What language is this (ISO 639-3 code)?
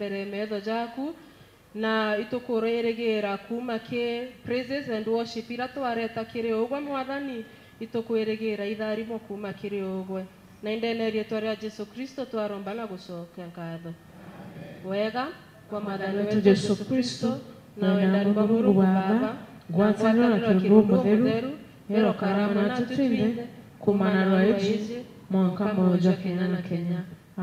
mer